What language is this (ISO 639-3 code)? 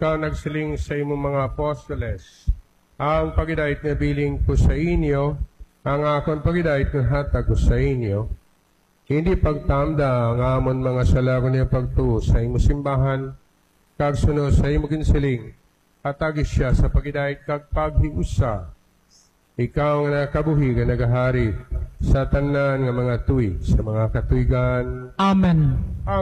hil